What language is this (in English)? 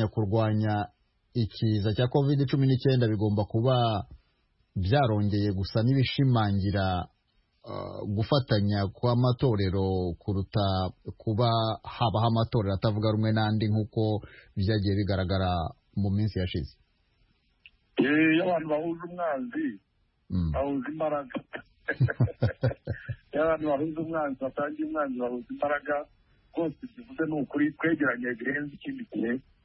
Kinyarwanda